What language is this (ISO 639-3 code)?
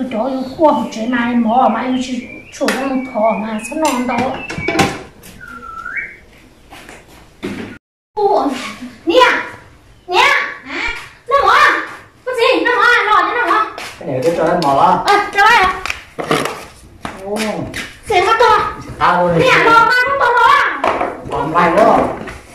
vie